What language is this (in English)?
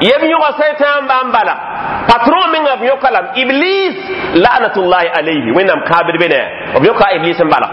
Mossi